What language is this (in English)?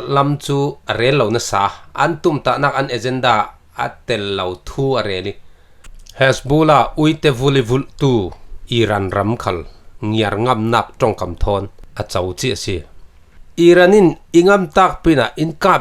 Falam Chin